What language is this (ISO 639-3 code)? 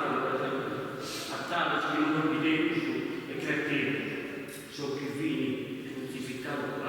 srd